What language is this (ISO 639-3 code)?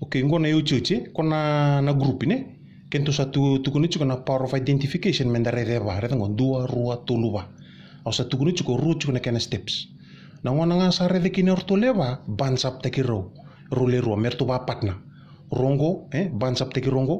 fij